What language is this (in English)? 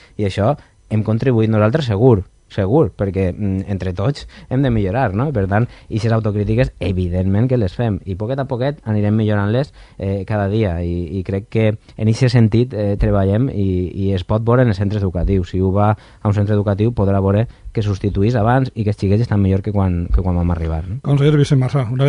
Catalan